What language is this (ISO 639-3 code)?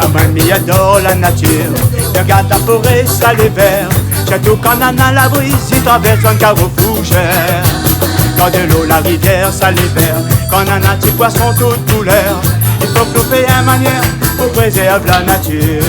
rcf